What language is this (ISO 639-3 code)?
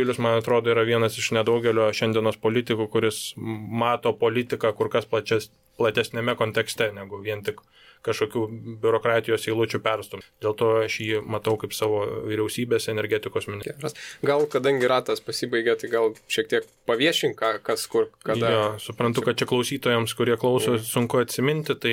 lit